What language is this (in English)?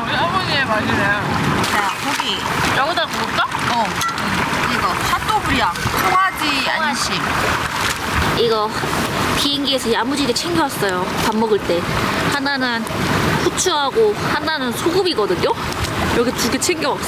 Korean